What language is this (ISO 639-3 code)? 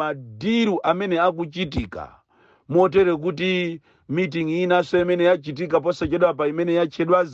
nya